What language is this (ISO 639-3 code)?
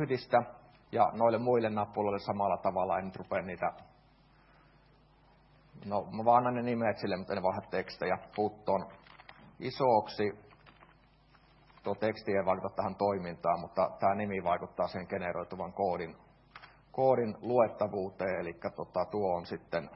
fin